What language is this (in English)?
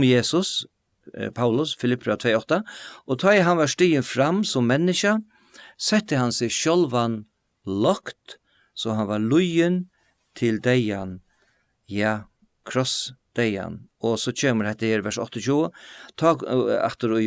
Faroese